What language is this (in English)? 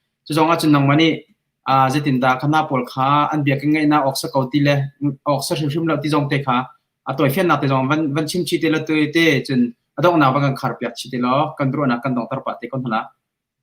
Hakha Chin